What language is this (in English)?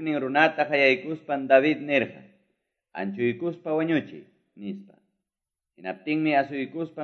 Quechua